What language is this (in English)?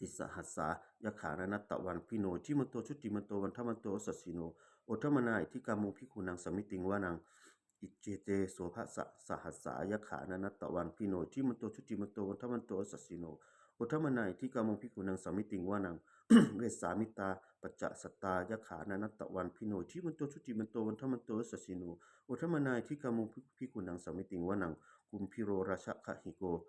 Pali